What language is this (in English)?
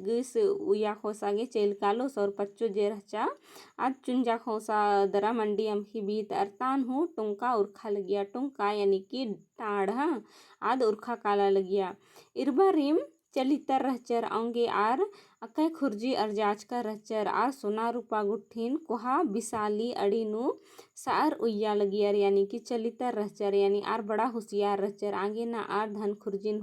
Kurukh